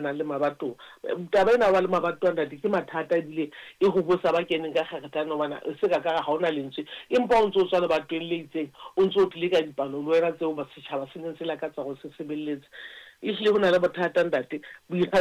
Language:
Southern Sotho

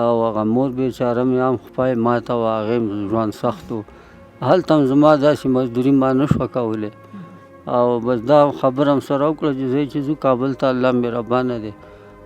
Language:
Pashto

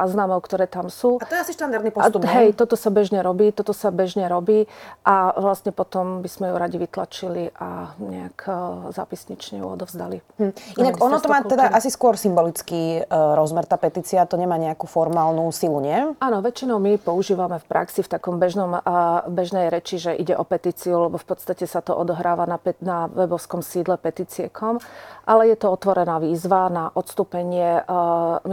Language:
Slovak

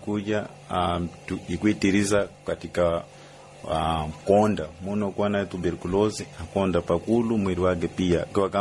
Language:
Swahili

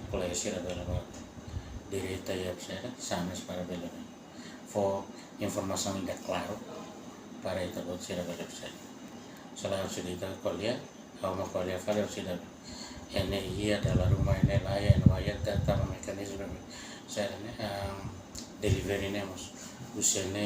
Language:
Tetum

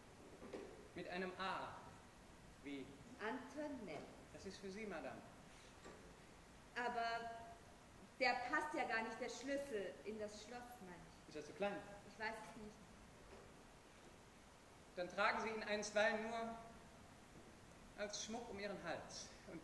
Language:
German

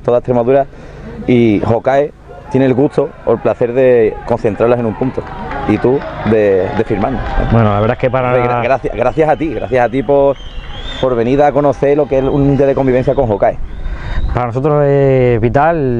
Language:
Spanish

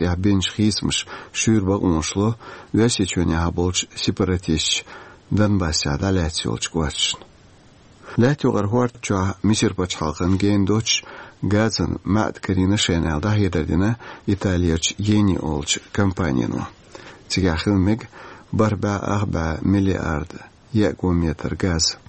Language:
Chechen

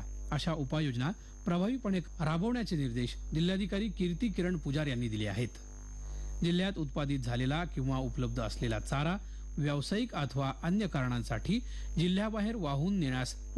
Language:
Marathi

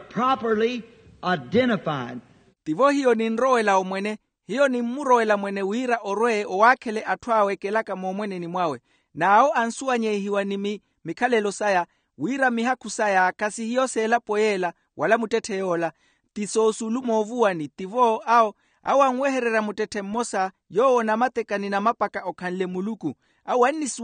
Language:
Makhuwa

